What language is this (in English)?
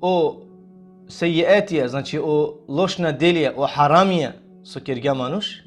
Balkan Romani